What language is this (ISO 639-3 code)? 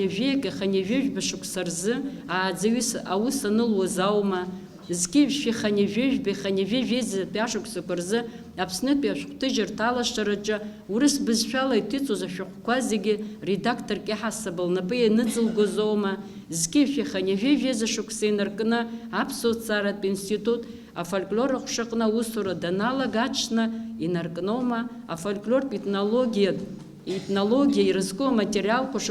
abk